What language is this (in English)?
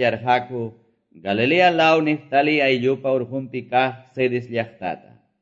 Quechua